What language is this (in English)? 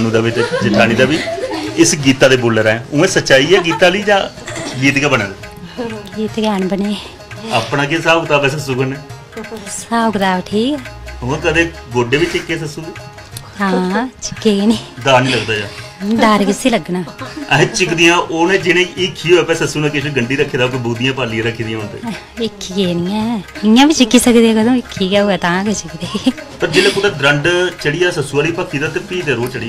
Dogri